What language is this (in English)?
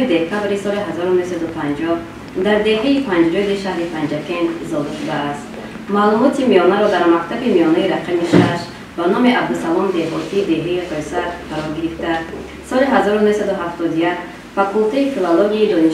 Tajik